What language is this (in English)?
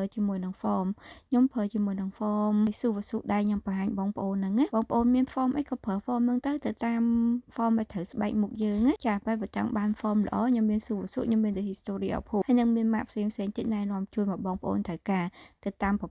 Khmer